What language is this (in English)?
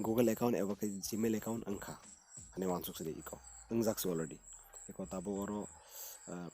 Kok Borok